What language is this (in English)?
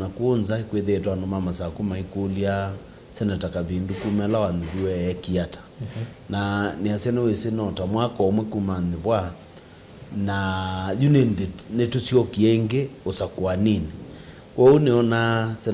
Kamba